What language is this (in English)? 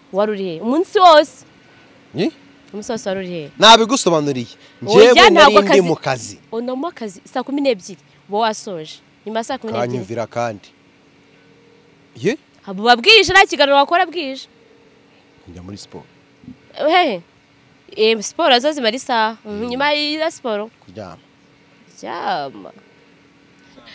Kinyarwanda